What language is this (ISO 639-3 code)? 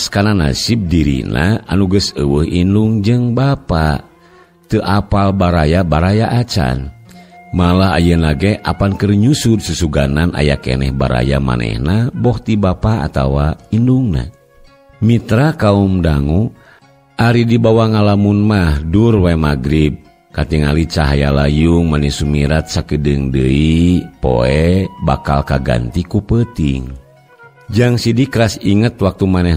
sun